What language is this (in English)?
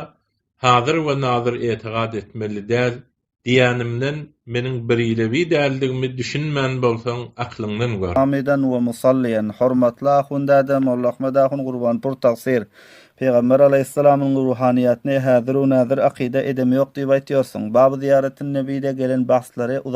Turkmen